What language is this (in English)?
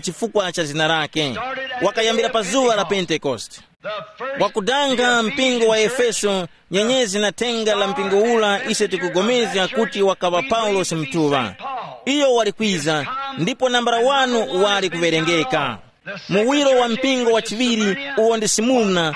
Tumbuka